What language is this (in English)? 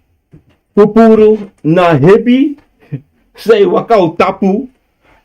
Sranan Tongo